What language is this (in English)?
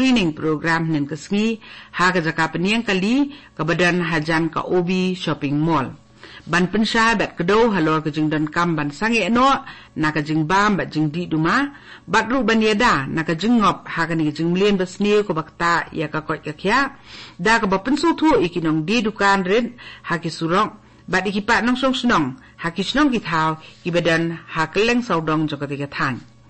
Khasi